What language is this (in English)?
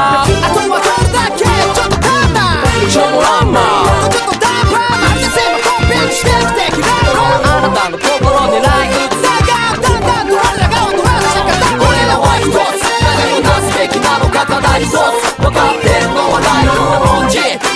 Japanese